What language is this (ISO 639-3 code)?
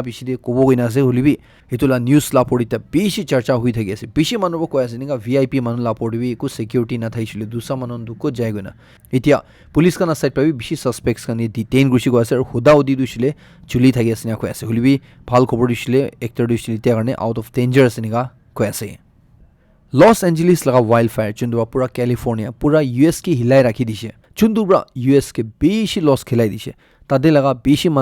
nag